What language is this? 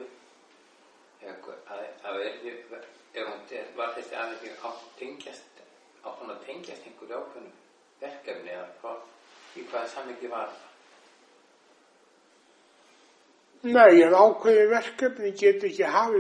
Icelandic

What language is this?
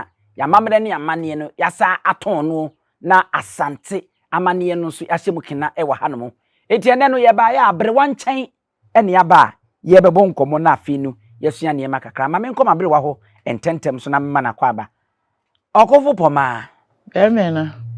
Akan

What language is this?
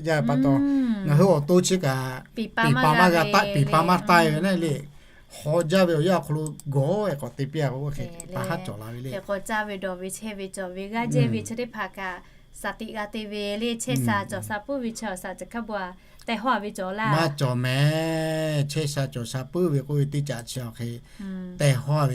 Lahu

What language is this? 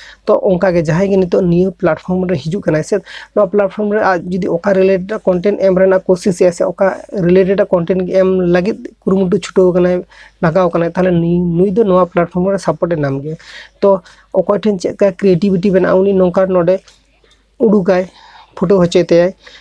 Santali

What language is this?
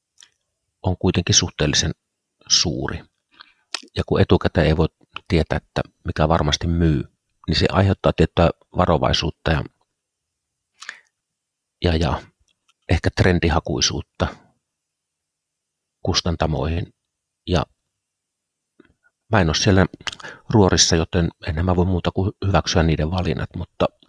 Finnish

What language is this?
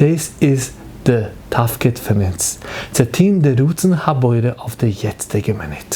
Yiddish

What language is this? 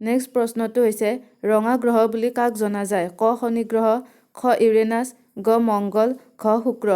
Assamese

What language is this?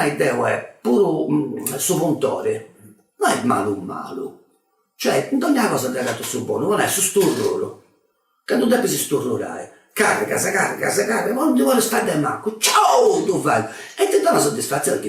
Sardinian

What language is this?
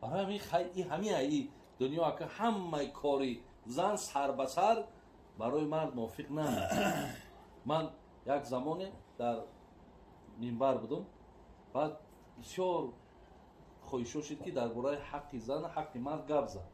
Tajik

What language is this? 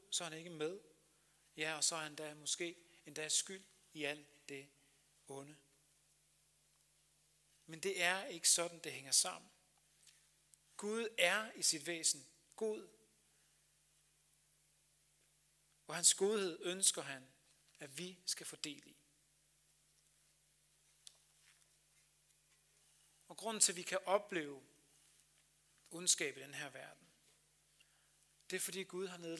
Danish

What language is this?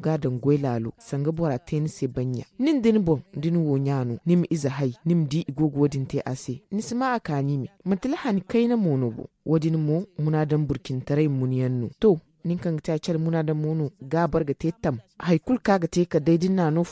Zarma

